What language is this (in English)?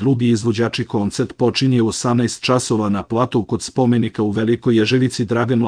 Serbian